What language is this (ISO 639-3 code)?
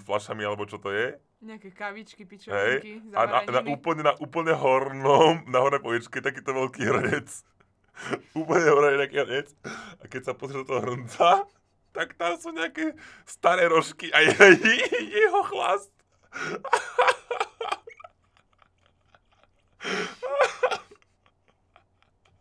slk